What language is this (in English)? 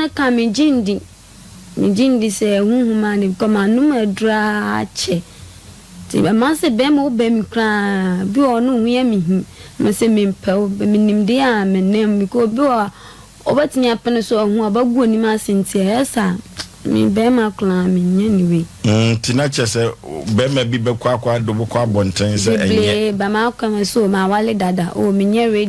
Akan